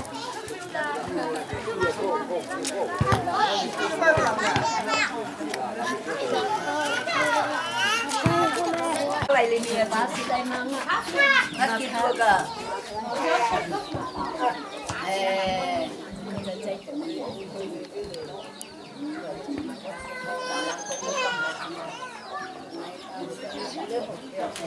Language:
Vietnamese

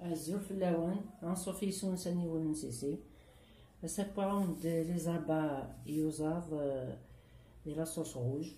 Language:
Kabyle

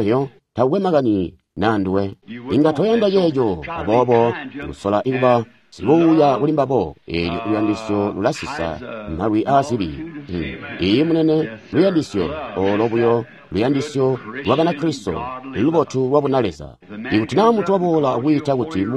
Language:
Tonga (Zambia)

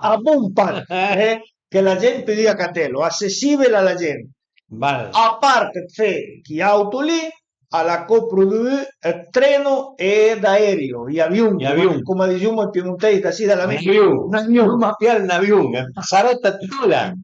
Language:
Piedmontese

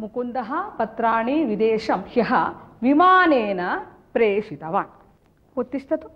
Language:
Sanskrit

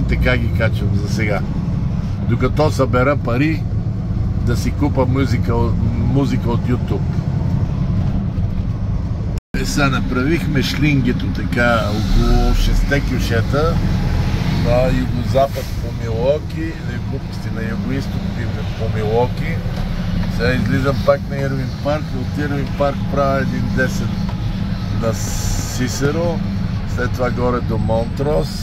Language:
Bulgarian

